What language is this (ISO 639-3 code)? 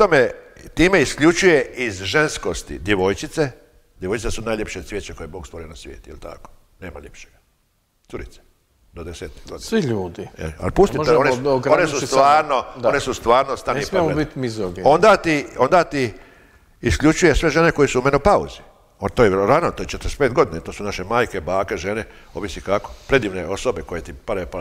hrv